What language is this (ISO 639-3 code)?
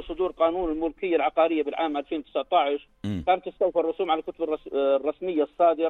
apc